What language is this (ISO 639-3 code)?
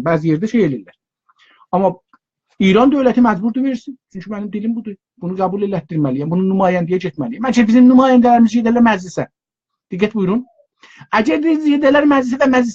azb